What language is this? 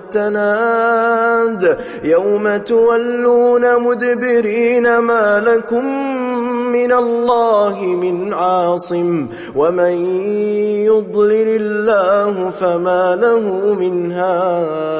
Arabic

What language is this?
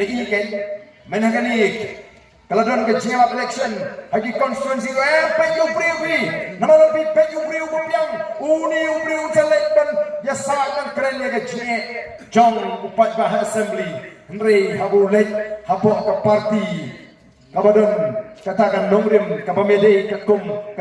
Khasi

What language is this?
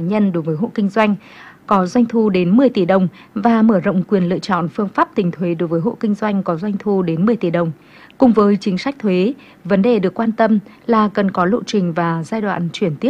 Vietnamese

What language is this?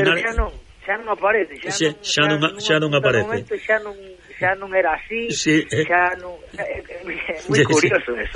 Galician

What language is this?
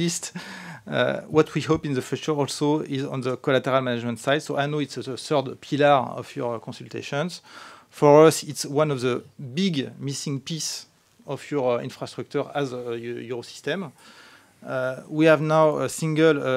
English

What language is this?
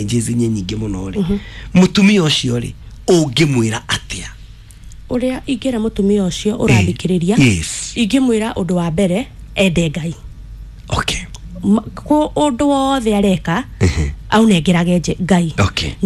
Kikuyu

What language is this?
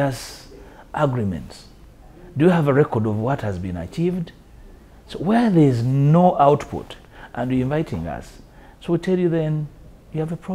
English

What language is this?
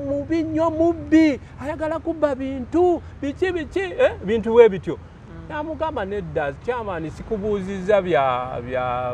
Ganda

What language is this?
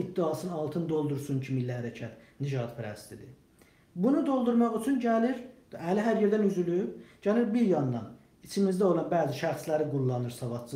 South Azerbaijani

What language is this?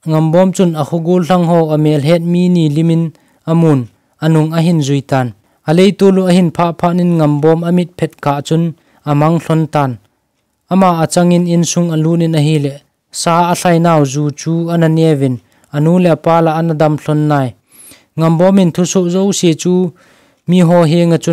Thado Chin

